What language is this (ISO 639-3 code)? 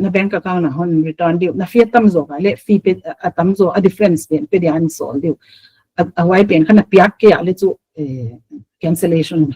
pck